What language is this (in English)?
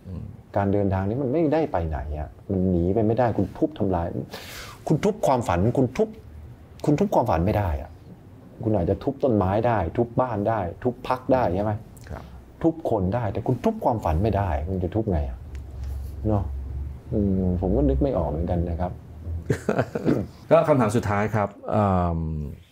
Thai